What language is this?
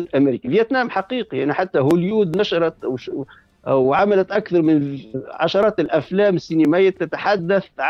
Tunisian Arabic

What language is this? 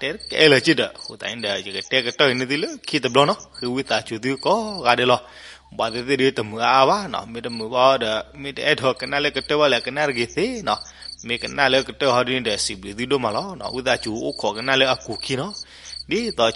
S'gaw Karen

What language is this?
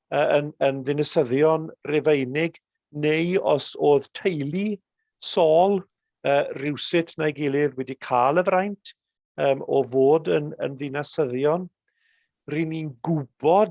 Welsh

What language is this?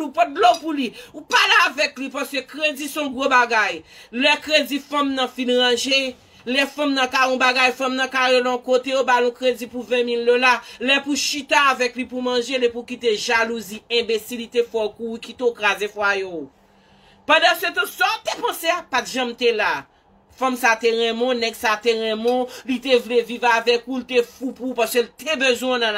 Haitian Creole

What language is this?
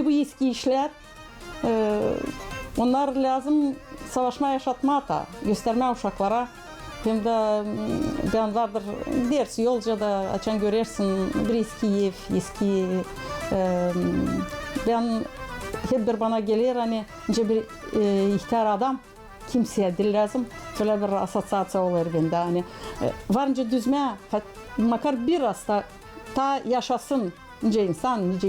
Gagauz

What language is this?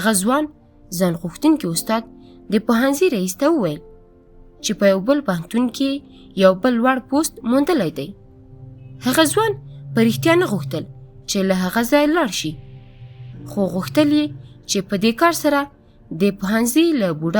Pashto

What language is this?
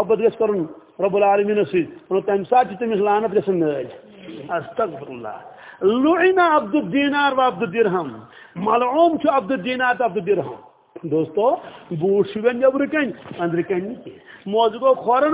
Kashmiri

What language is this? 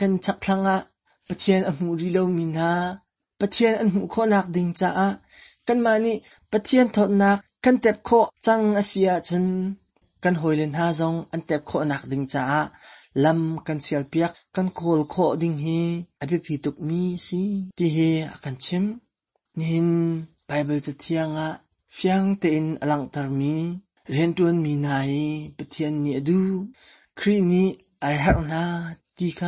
Hakha Chin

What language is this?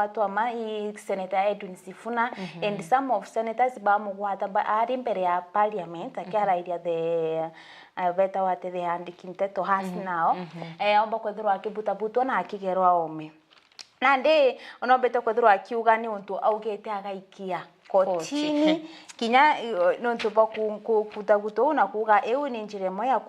Meru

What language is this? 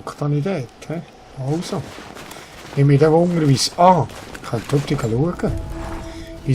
Swiss German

